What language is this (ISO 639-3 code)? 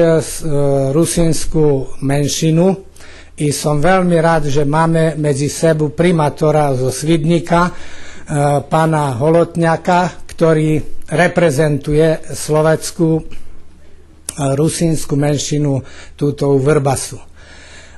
rue